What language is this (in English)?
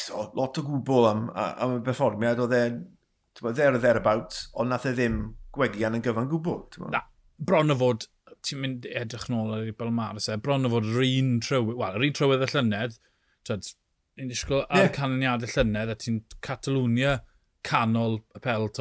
Welsh